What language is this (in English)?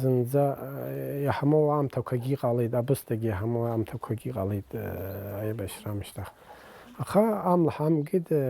Abkhazian